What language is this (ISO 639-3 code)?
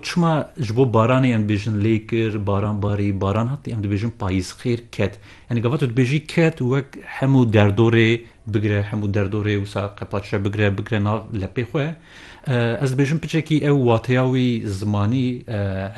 kur